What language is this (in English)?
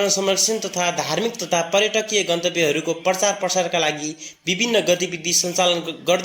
Nepali